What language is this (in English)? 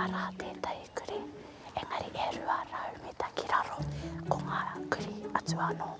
Māori